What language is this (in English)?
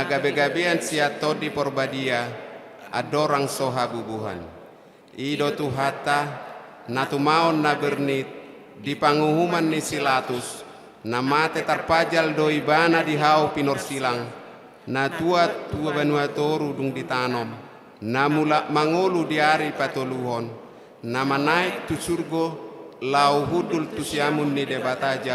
Batak Toba